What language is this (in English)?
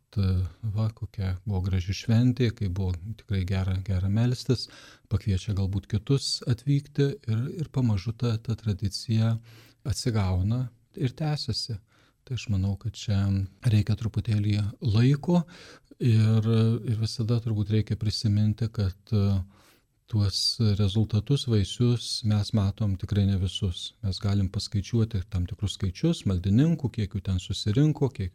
Lithuanian